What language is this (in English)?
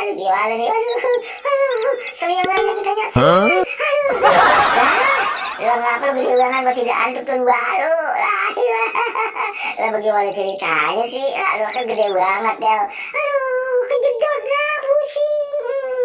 Betawi